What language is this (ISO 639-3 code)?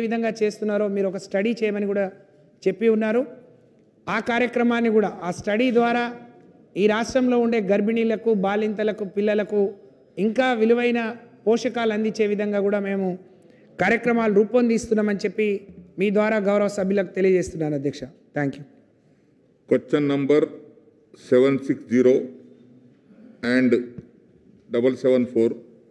tel